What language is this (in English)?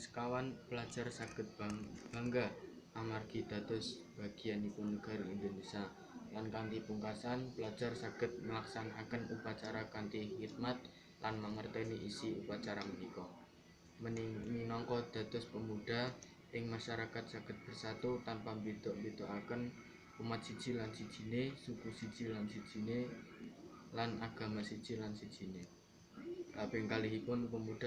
Javanese